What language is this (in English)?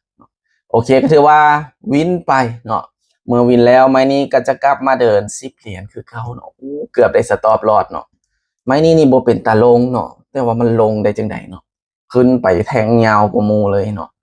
Lao